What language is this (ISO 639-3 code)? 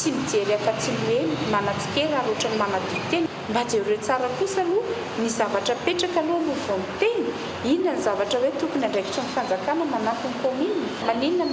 mlg